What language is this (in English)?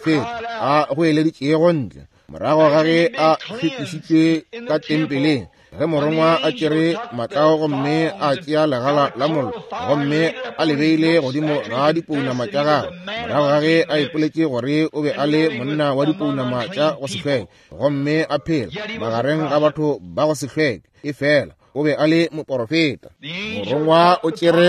Northern Sotho